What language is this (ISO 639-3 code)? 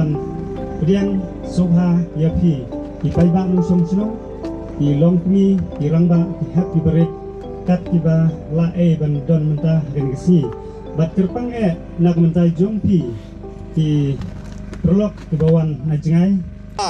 kha